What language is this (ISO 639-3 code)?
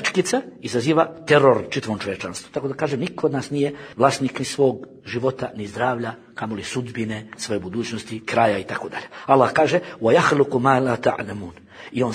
bos